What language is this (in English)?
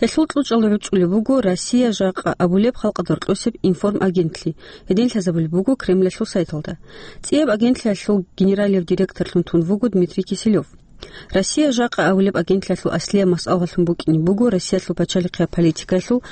Avaric